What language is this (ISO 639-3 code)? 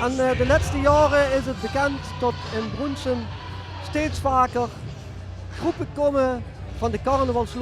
lim